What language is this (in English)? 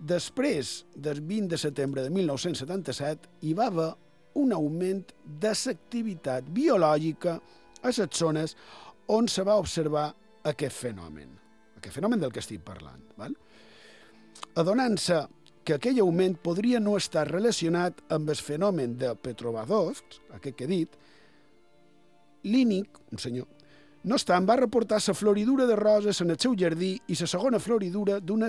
Catalan